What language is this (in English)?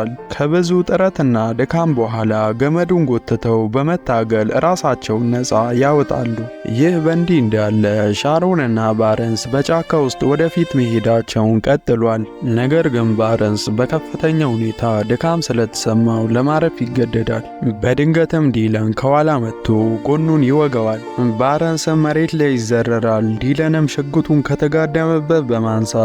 Amharic